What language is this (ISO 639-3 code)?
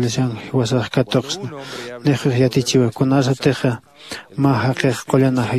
aym